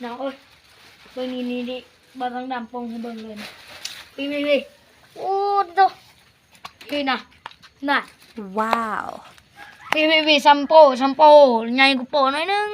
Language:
Lao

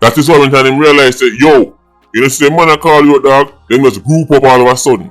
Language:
Jamaican Creole English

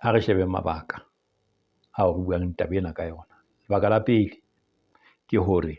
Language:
Southern Sotho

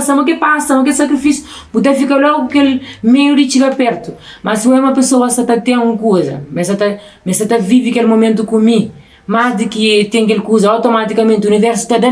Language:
Kabuverdianu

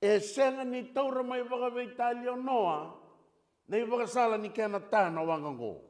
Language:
Fijian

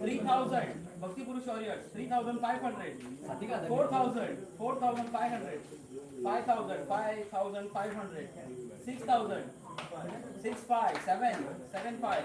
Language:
Konkani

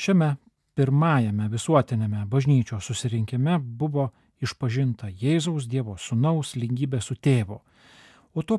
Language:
Lithuanian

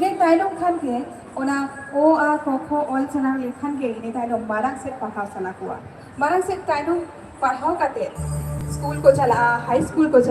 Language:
Santali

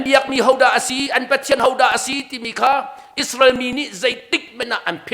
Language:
Hakha Chin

